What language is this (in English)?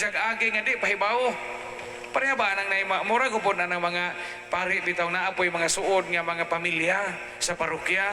Cebuano